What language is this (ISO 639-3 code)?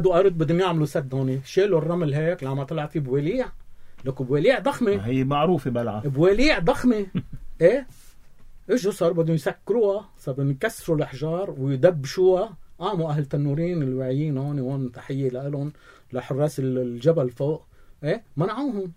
apc